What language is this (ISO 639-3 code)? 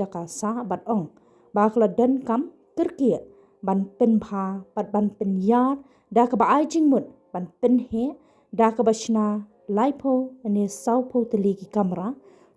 kha